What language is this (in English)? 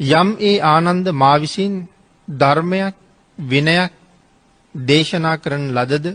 Sinhala